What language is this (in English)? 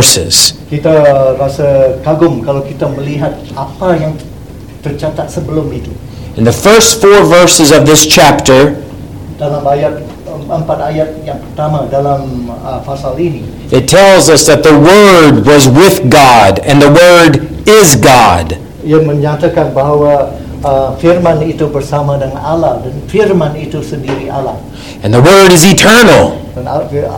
Malay